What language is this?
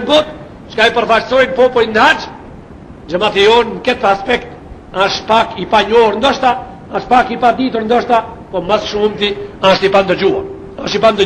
Albanian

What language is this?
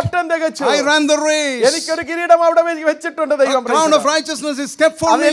Malayalam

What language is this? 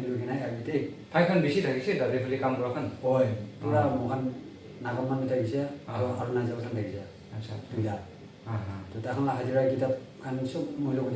Naga Pidgin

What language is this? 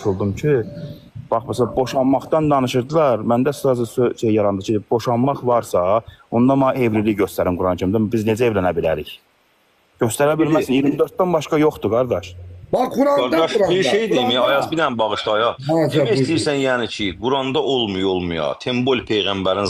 Azerbaijani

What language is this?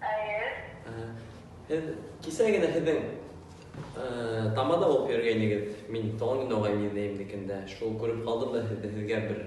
Bashkir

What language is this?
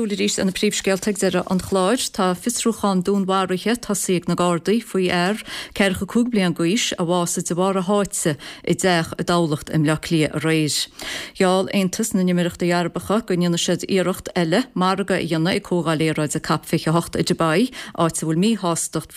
Irish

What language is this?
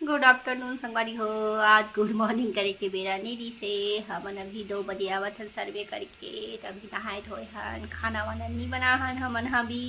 Chhattisgarhi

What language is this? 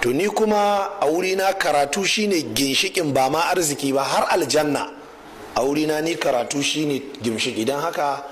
Hausa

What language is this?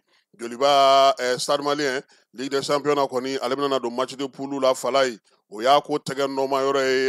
Bambara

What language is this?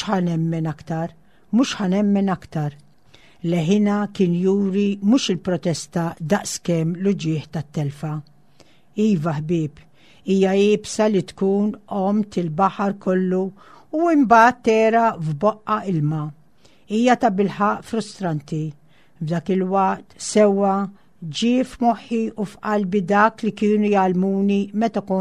Maltese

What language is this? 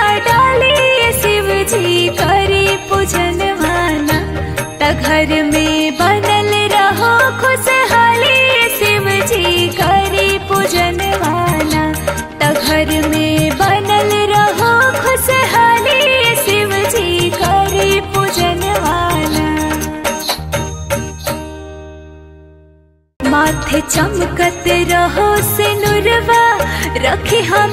Bhojpuri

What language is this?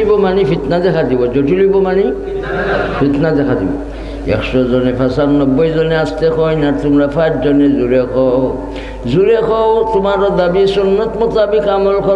Sylheti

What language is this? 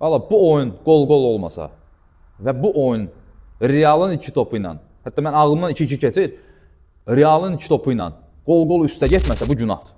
Azerbaijani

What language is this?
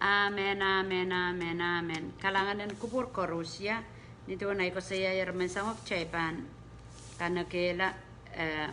Pohnpeian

